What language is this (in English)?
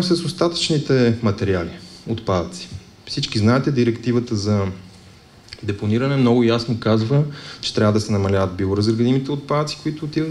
Bulgarian